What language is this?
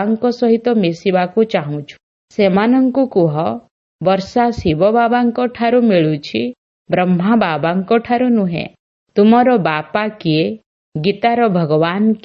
Odia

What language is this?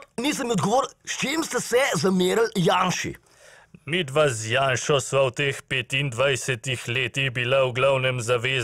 Slovenian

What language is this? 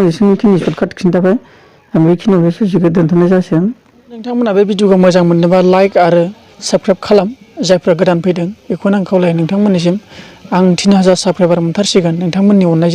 Bodo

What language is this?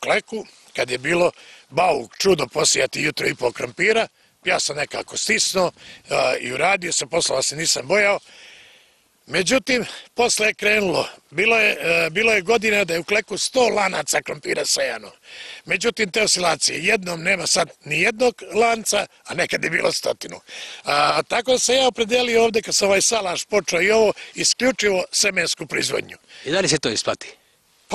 Serbian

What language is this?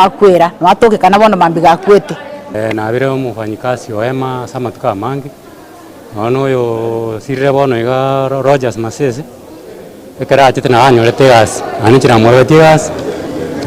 Gusii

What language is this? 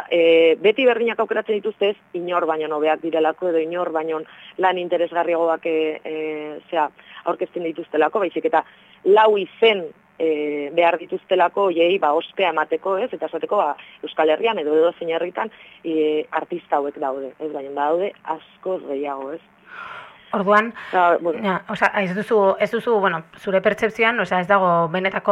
Basque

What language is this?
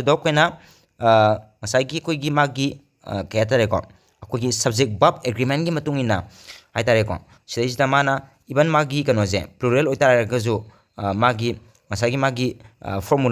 Manipuri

